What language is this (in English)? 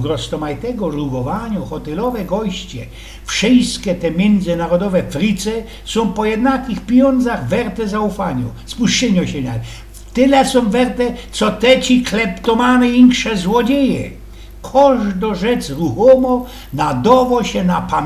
Silesian